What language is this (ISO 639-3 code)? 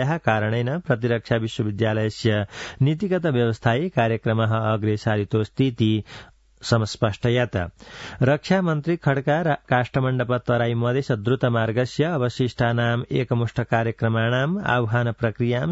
san